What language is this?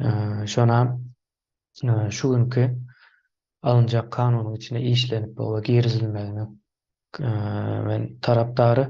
Turkmen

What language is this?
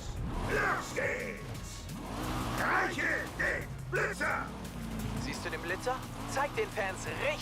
Bavarian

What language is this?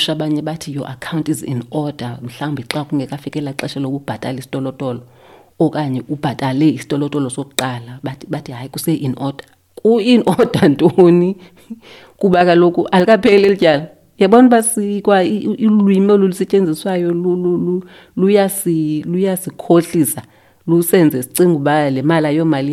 Xhosa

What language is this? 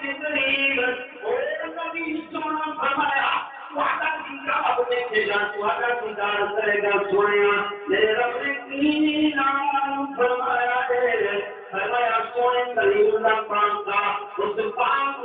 Saraiki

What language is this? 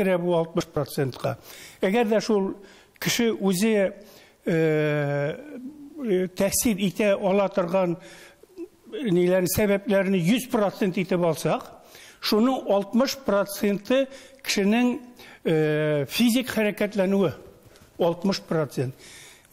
Tatar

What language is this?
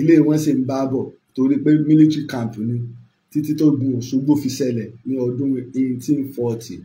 Yoruba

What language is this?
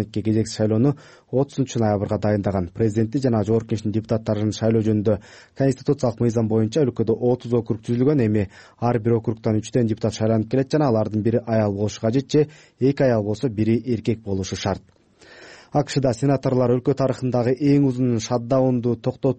Kyrgyz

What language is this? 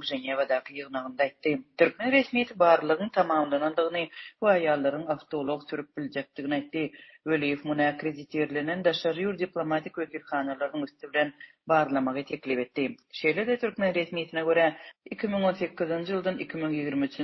Turkmen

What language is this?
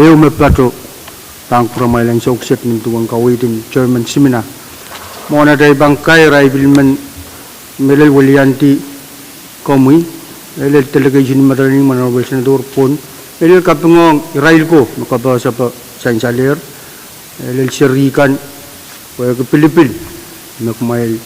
Pohnpeian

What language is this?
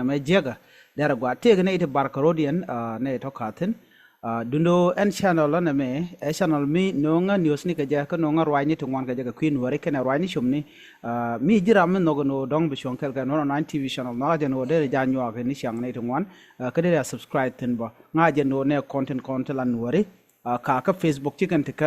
Nuer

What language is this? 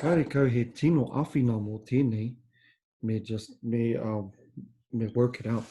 Māori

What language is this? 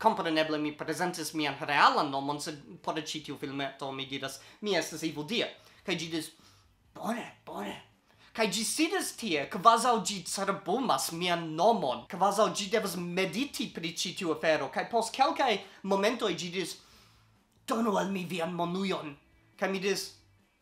Esperanto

